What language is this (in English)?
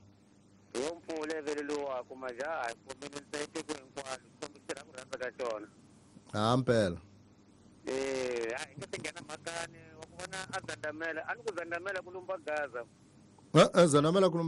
Tsonga